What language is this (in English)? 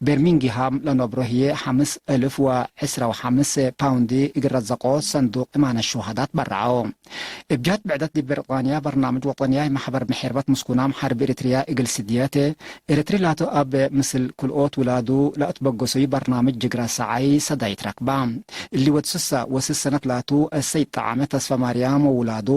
Tigre